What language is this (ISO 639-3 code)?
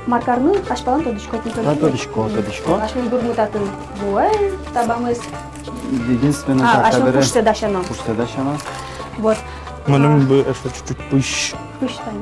udm